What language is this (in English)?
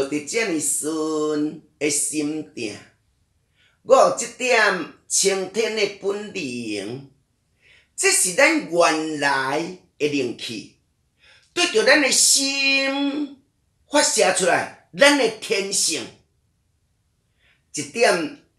Min Nan Chinese